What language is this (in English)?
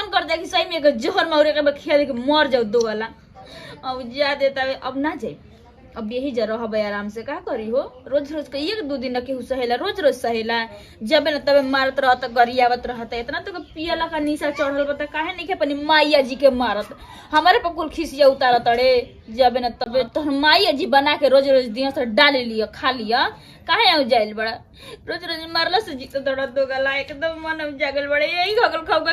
Bhojpuri